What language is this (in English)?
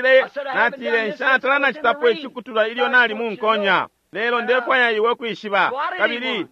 Bemba